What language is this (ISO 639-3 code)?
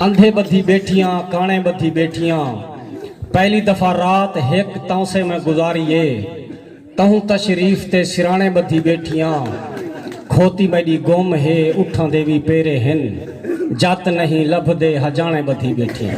skr